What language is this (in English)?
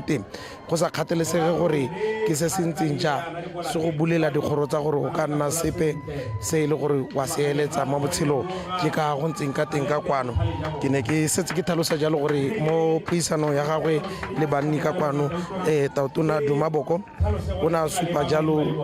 Tswana